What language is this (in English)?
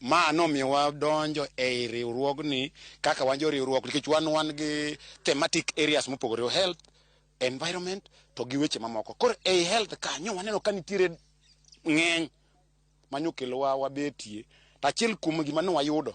Luo (Kenya and Tanzania)